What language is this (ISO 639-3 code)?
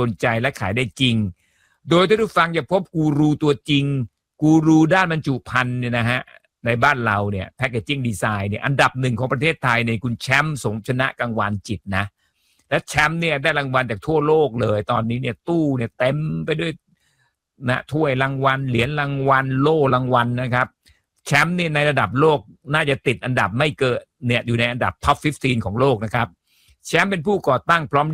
tha